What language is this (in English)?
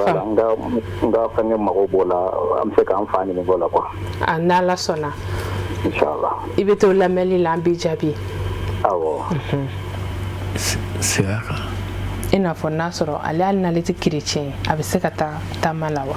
Bambara